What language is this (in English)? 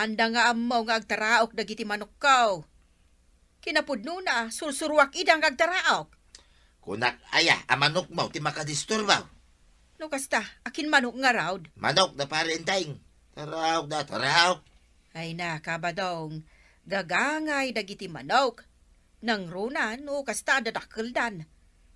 Iloko